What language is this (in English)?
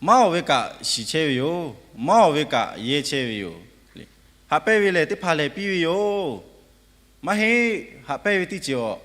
Lahu